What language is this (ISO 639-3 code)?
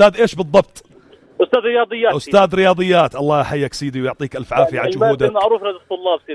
apc